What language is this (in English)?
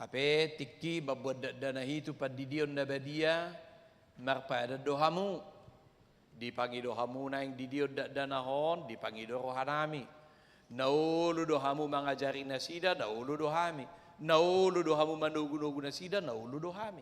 Batak Toba